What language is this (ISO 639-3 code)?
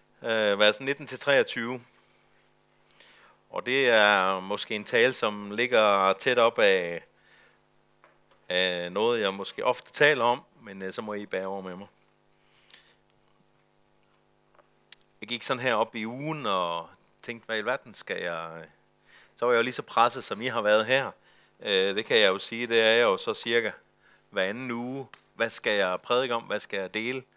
dan